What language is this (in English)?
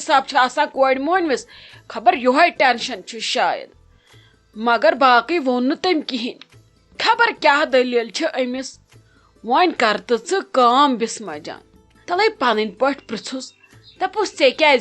Kashmiri